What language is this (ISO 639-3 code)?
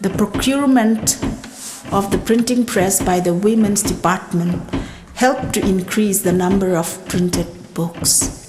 hmr